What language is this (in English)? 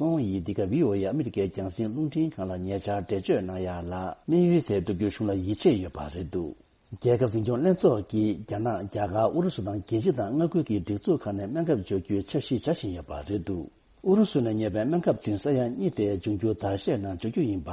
Tibetan